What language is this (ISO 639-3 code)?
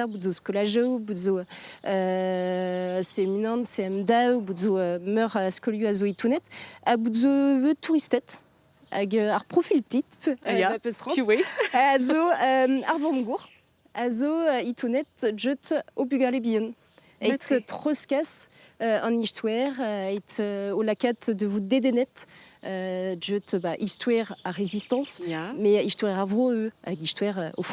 bre